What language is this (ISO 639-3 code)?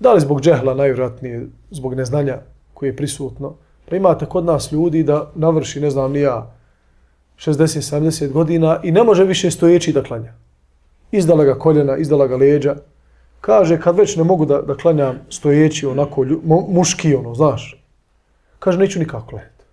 bos